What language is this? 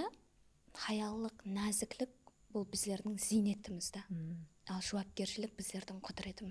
Kara-Kalpak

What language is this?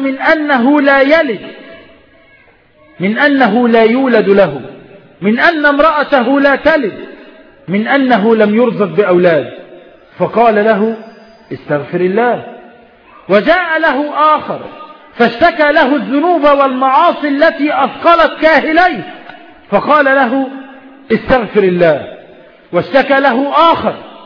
Arabic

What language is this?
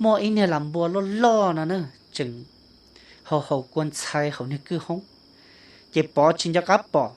Hmong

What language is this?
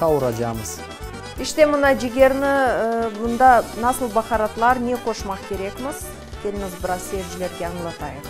Crimean Tatar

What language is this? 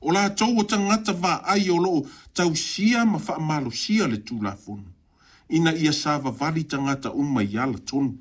Samoan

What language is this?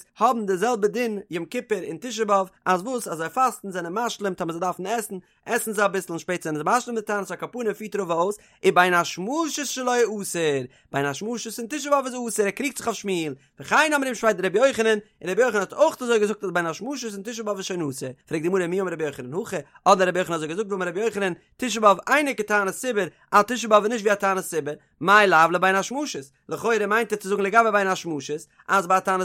Yiddish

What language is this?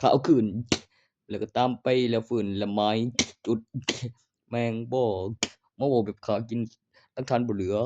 Northeastern Thai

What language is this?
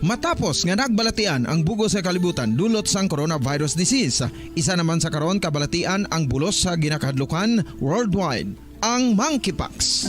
Hiligaynon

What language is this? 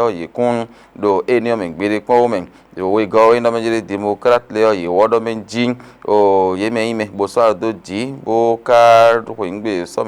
Fon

